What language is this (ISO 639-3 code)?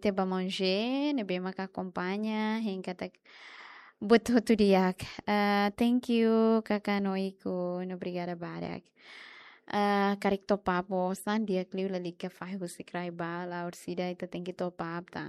tet